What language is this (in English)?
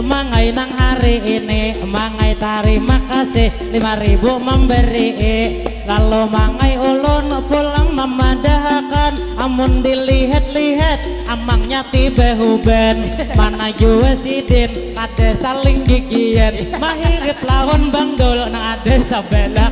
Banjar